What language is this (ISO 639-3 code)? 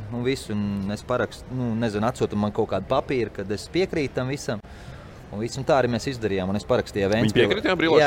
lav